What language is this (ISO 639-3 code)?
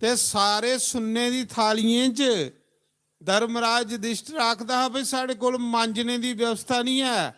doi